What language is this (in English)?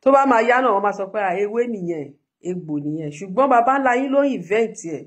Yoruba